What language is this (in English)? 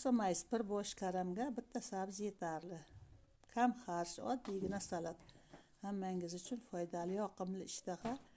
Uzbek